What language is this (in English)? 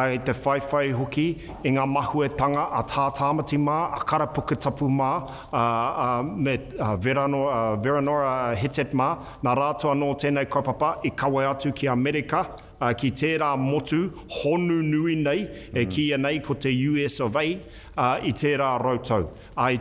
Māori